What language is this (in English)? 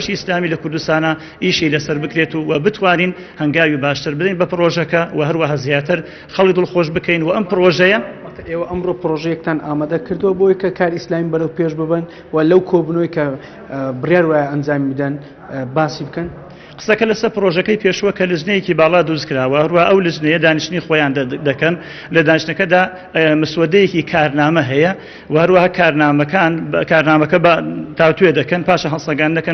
Central Kurdish